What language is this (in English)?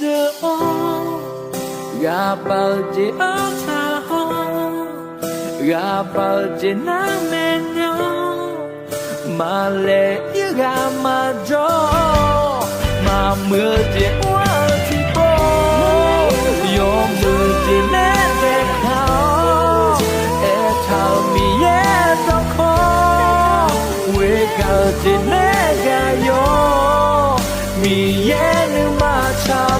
Akha